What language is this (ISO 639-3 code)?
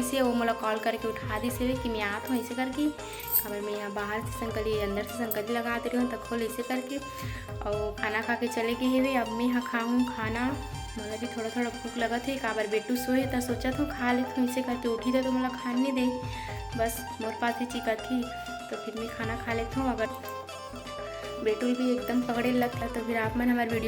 hne